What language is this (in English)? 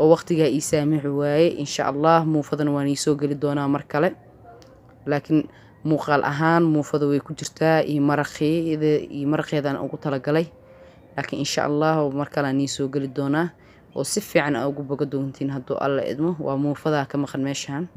Somali